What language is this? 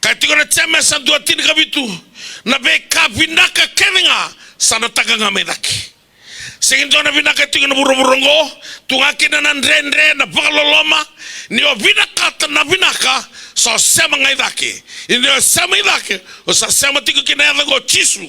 Fijian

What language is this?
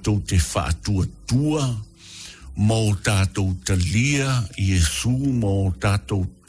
Samoan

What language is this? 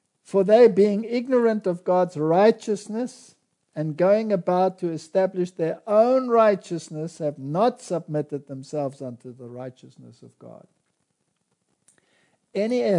English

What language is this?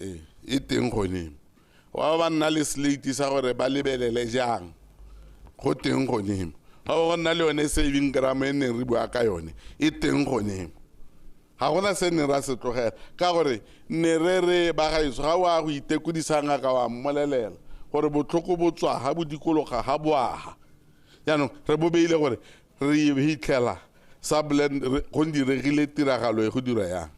Tswana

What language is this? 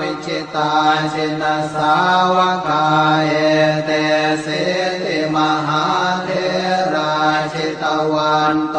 Pali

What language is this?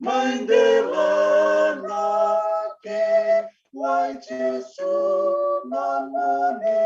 Fijian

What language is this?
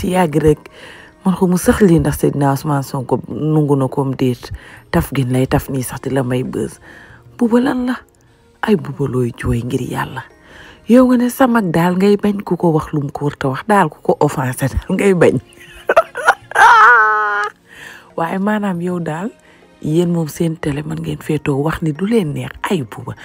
Wolof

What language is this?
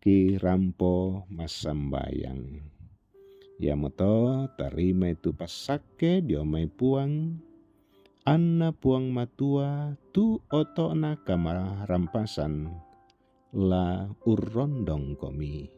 Toraja-Sa'dan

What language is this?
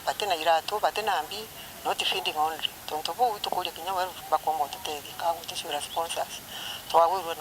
Meru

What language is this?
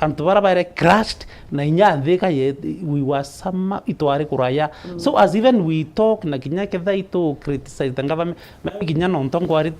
Meru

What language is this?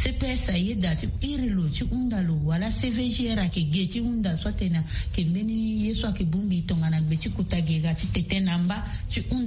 Sango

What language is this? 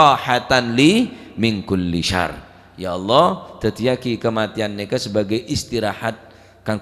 Madurese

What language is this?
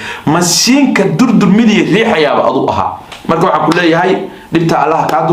Somali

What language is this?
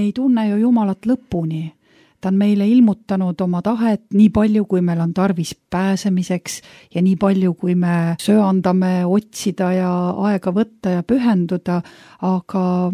Estonian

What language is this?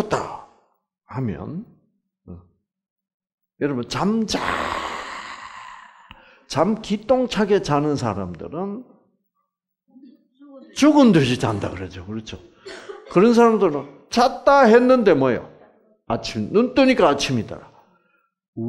Korean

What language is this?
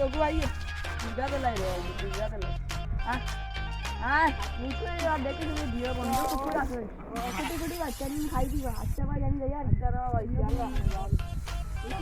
Sylheti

